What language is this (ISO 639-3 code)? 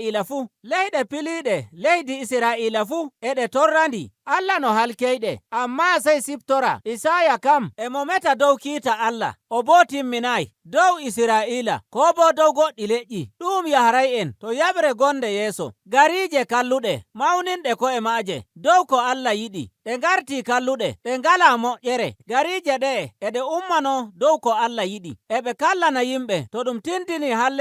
fuv